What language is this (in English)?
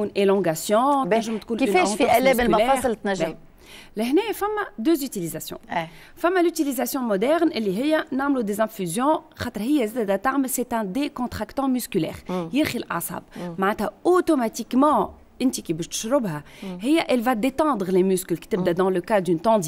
Tunisian Arabic